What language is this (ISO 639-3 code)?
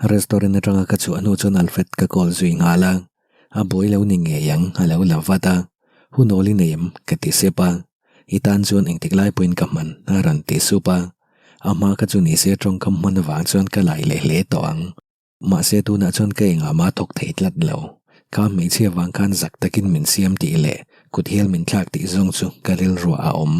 lus